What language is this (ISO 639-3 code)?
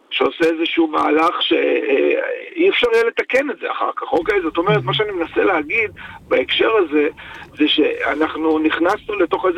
heb